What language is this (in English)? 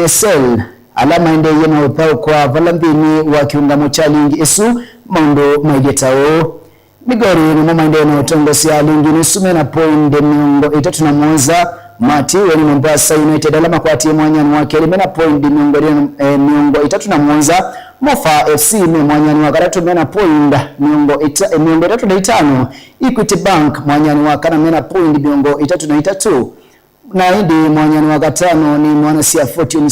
Kamba